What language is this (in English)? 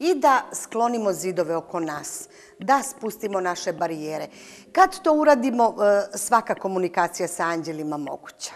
Macedonian